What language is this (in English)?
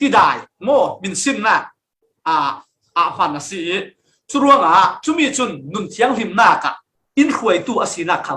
Falam Chin